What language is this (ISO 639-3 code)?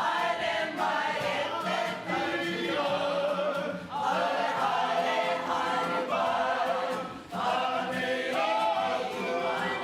mri